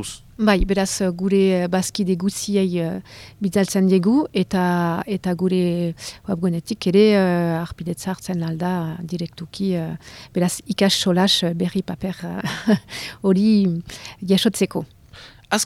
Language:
Basque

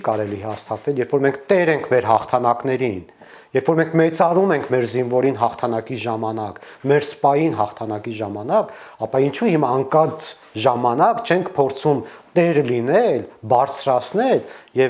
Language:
Armenian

